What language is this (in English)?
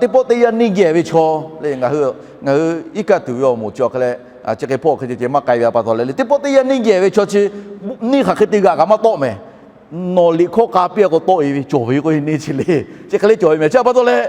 Lahu